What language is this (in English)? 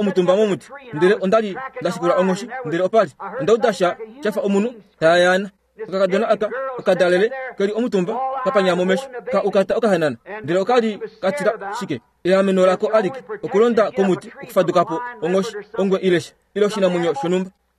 Kuanyama